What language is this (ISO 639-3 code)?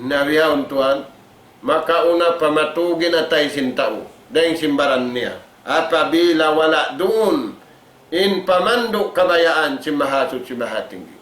tsg